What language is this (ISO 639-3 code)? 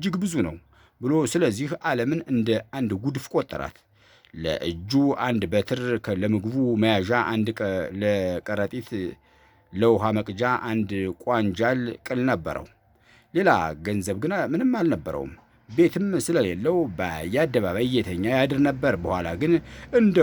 amh